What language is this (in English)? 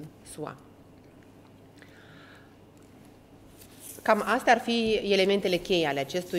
Romanian